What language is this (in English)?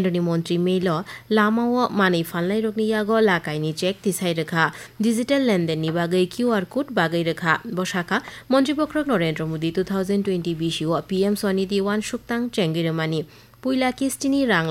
Kok Borok